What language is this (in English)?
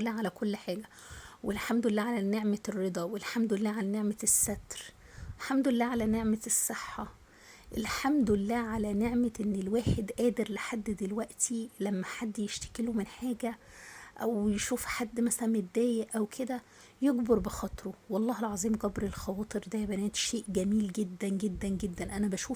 Egyptian Arabic